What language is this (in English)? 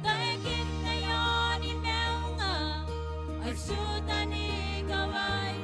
Gilbertese